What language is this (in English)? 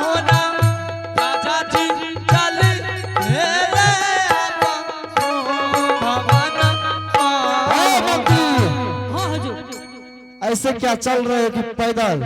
Angika